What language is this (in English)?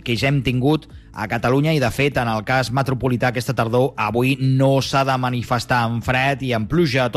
Catalan